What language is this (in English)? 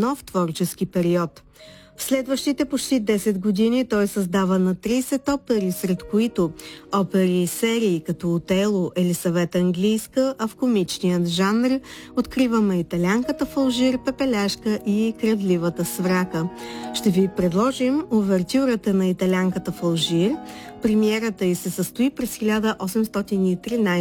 Bulgarian